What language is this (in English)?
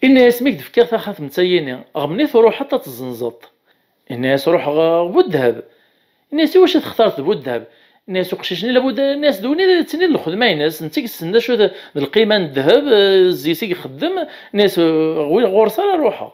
Kabyle